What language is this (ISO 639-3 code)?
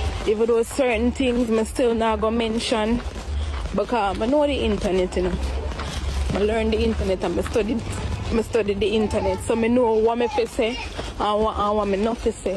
jam